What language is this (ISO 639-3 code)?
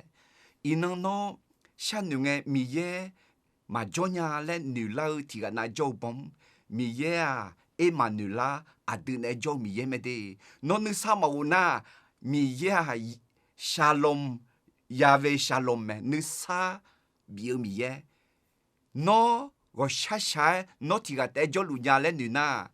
ahk